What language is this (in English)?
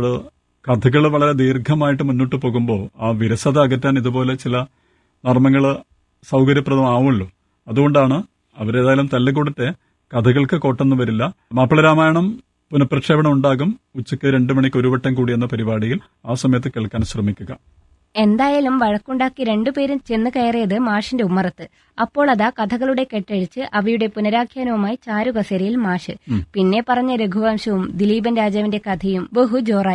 Malayalam